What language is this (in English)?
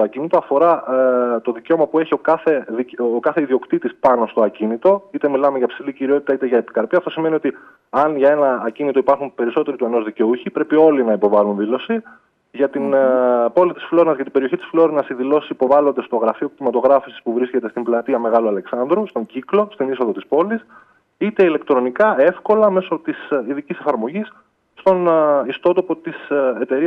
Greek